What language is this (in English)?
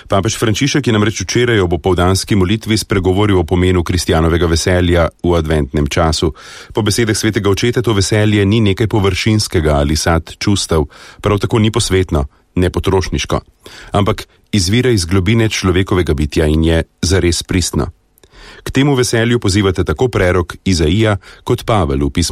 Slovenian